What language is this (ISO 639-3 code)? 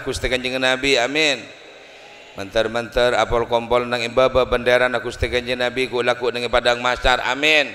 mad